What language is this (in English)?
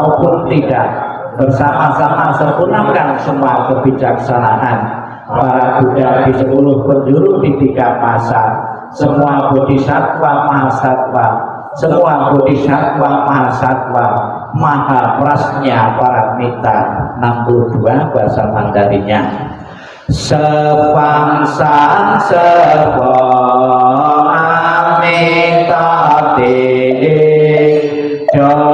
Indonesian